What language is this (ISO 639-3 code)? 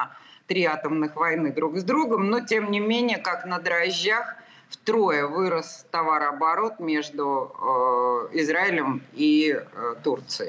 rus